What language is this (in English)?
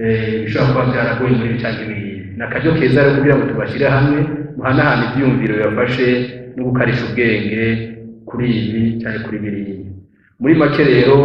Rundi